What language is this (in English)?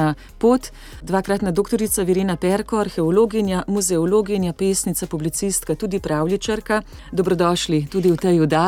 Slovenian